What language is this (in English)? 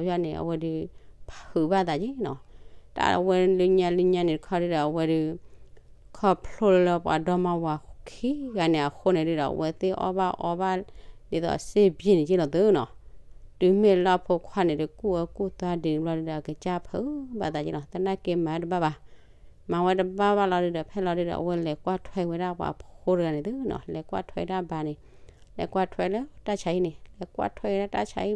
S'gaw Karen